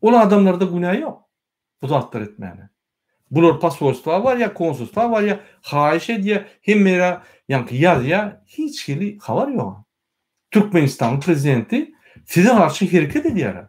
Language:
Turkmen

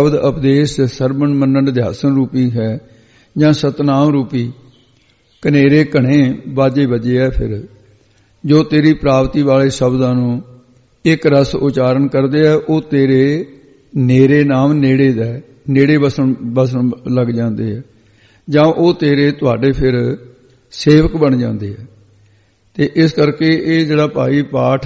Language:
Punjabi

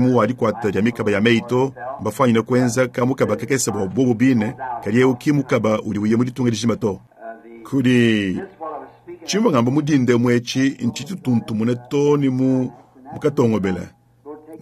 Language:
Luba-Lulua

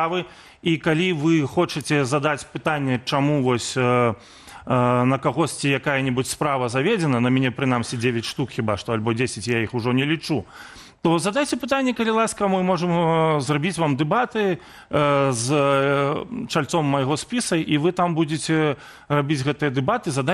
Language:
Belarusian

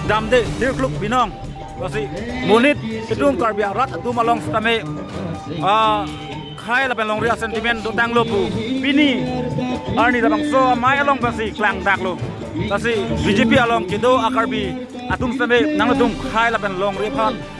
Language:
Karbi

